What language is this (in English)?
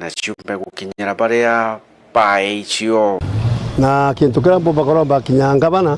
Meru